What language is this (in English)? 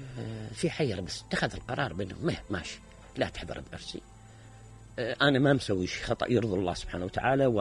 Mesopotamian Arabic